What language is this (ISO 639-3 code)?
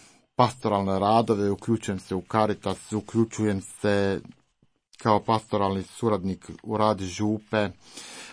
hrv